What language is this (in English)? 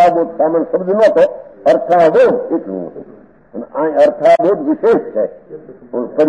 Gujarati